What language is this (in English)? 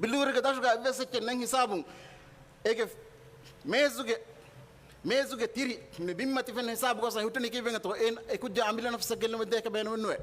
Divehi